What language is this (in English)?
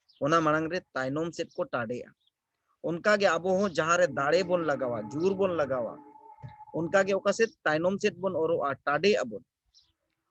Santali